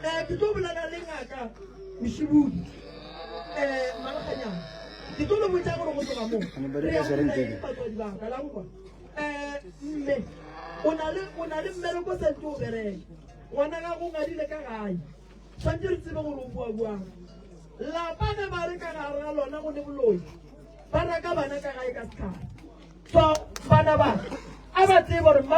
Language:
Northern Sotho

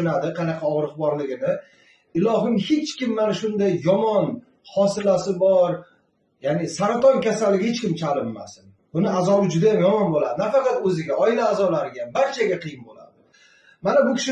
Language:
Uzbek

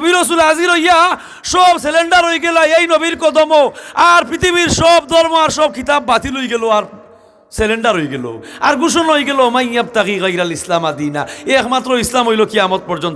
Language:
Sylheti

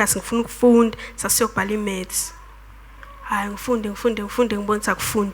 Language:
Zulu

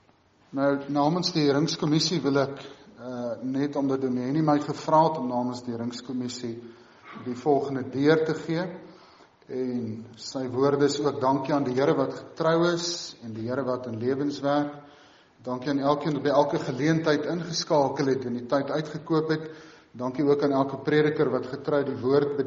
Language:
Afrikaans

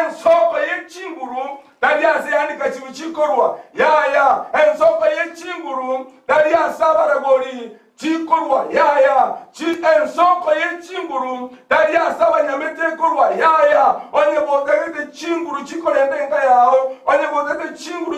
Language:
Gusii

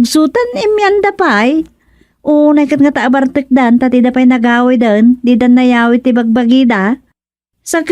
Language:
Iloko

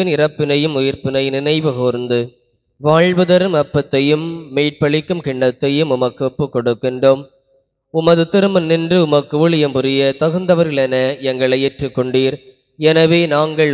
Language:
Tamil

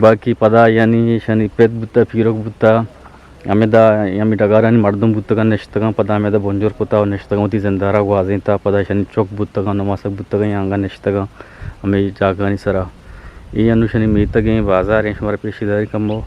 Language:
Eastern Balochi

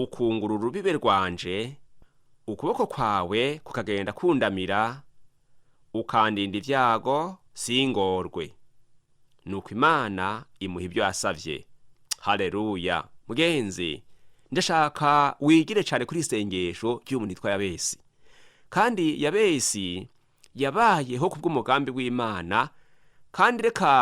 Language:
Rundi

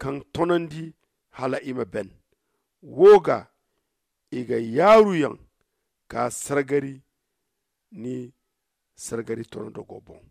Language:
Zarma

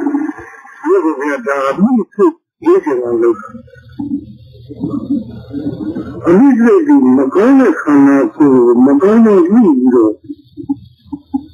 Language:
Burmese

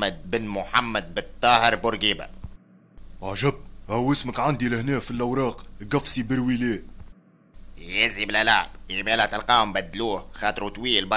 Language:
Tunisian Arabic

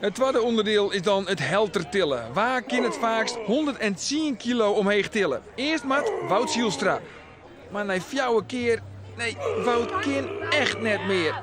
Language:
Western Frisian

